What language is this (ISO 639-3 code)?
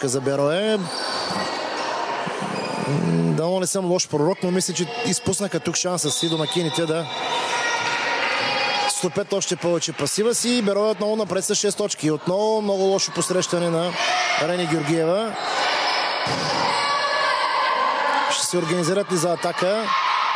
bul